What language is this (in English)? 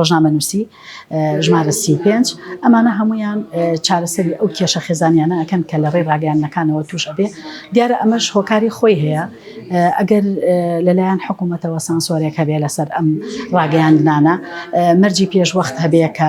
Central Kurdish